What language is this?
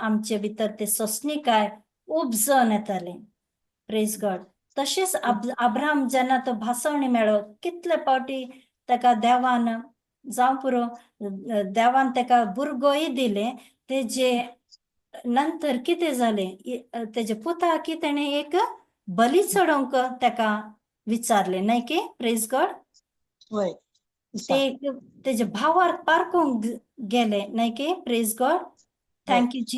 Konkani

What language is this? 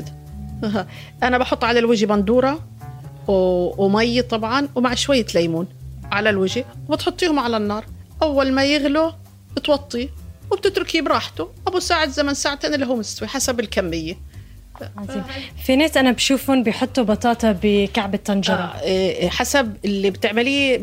North Levantine Arabic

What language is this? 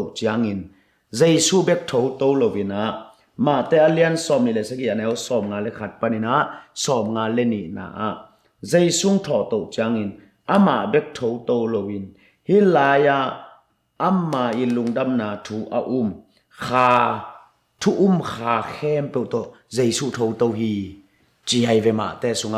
Tedim Chin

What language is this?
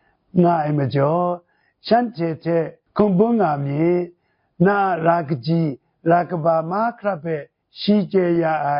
Kachin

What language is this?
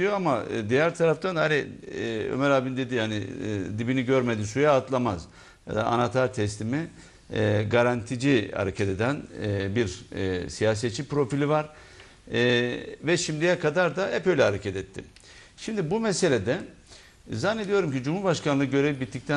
Turkish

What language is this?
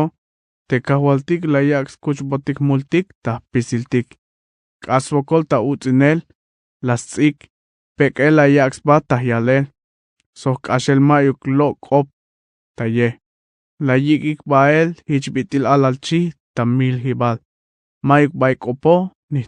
Tzeltal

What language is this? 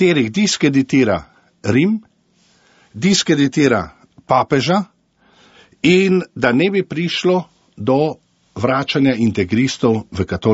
Slovenian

